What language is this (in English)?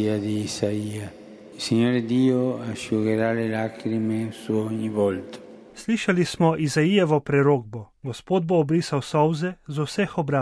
Slovenian